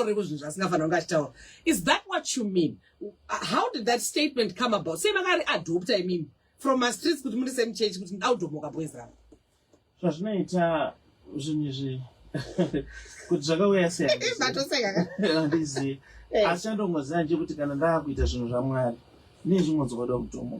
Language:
Shona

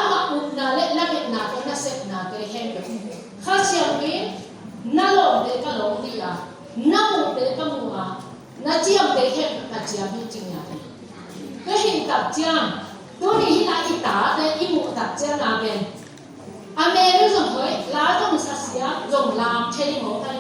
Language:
Tedim Chin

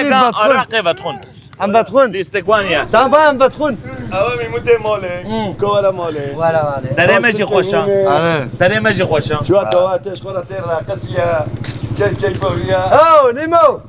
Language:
Kurdish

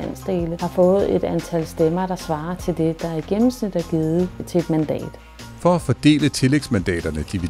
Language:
Danish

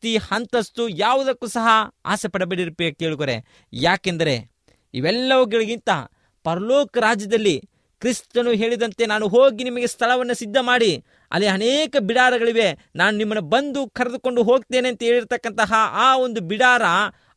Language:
Kannada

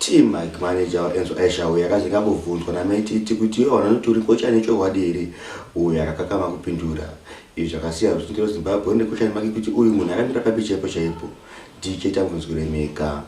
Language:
Shona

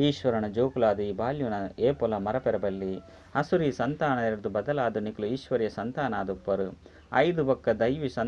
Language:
Tulu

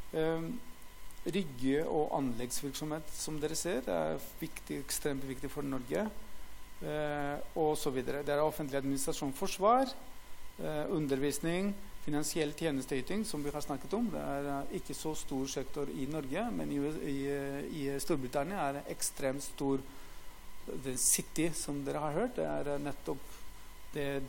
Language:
Norwegian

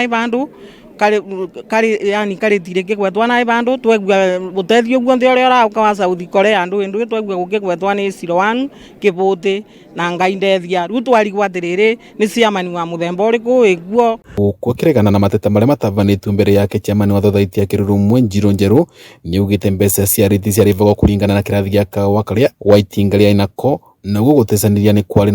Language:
Kikuyu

